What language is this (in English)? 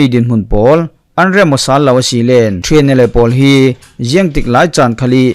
Falam Chin